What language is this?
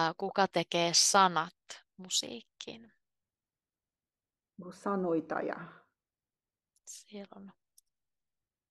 Finnish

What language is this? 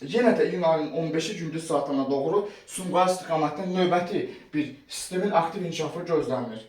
Azerbaijani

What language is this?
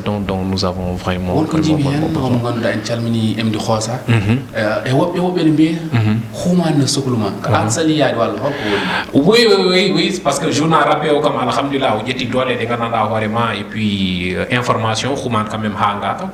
Fula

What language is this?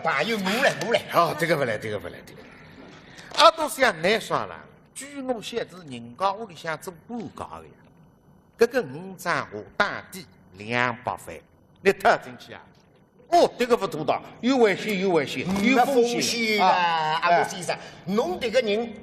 Wu Chinese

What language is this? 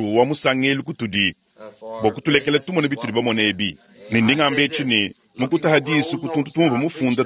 Luba-Lulua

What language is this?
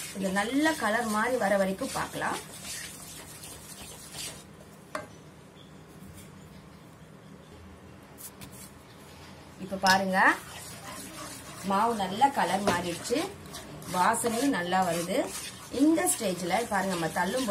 Tamil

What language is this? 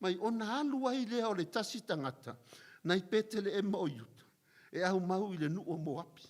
Samoan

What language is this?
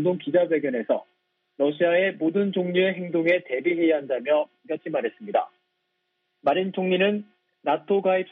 Korean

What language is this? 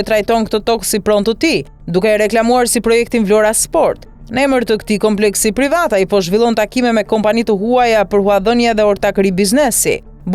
Albanian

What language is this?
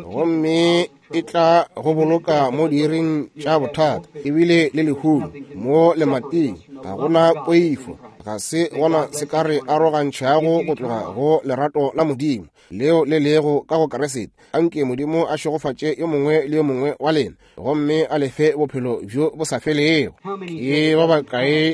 Northern Sotho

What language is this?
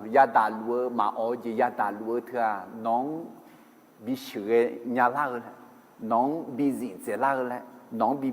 Akha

